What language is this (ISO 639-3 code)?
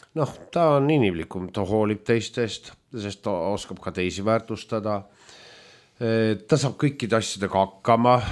est